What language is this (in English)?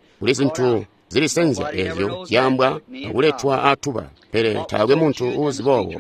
Tonga (Zambia)